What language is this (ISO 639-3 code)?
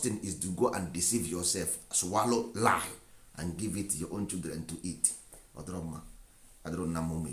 ibo